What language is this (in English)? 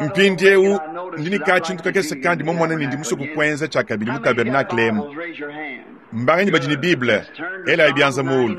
Luba-Lulua